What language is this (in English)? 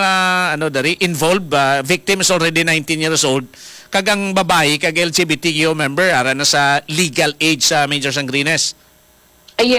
Hiligaynon